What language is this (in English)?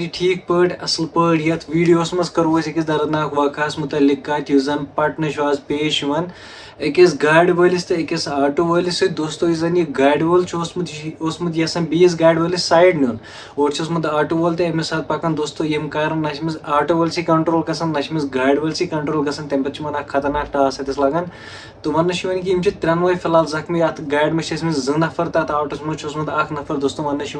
Kashmiri